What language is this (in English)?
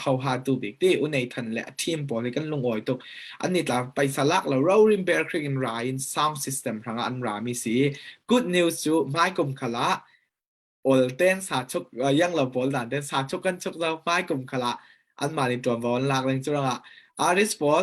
Falam Chin